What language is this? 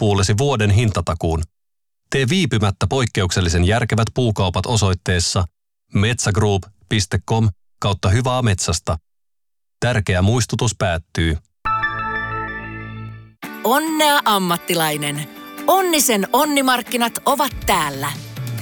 Finnish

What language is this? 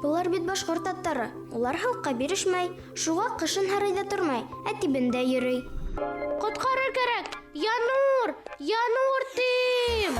Bashkir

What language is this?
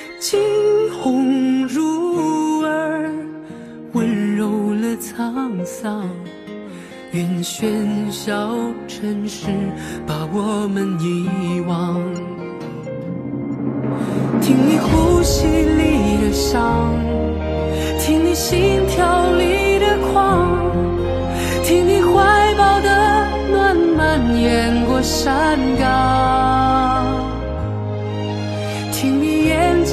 Chinese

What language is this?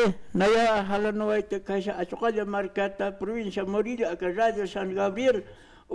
Aymara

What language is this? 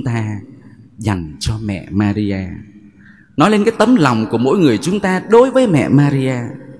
Vietnamese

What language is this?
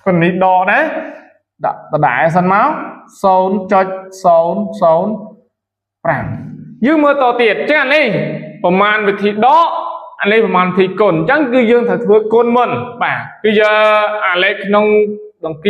Khmer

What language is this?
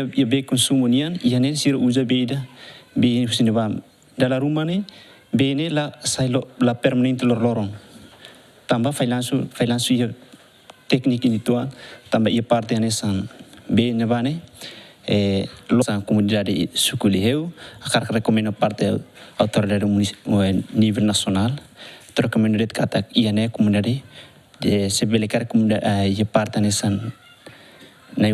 Tetum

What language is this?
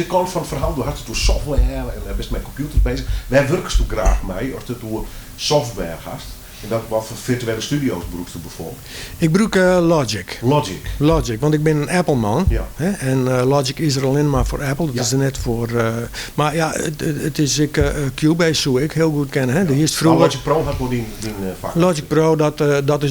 Western Frisian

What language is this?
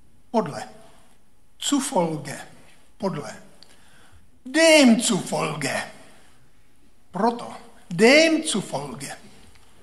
Czech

